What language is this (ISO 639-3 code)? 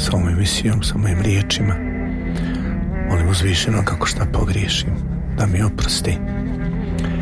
bos